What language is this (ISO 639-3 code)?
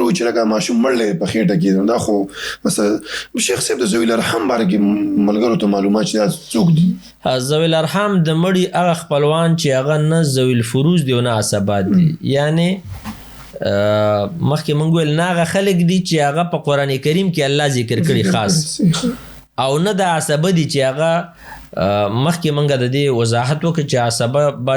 pus